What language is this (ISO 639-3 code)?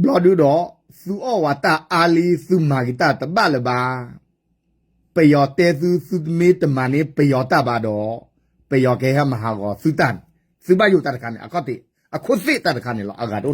ksw